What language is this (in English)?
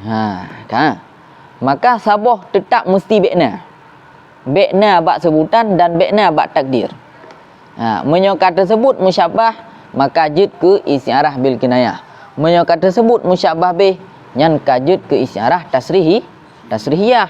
Achinese